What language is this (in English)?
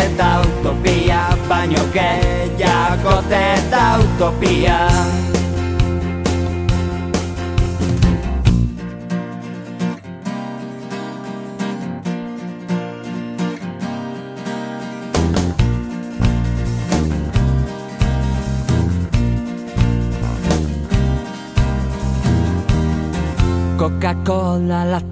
Basque